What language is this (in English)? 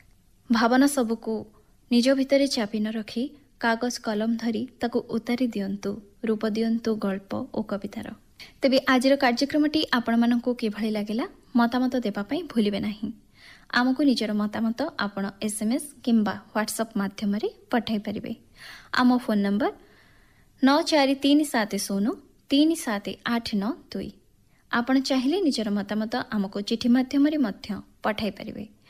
Odia